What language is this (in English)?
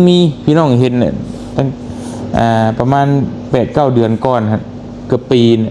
Lao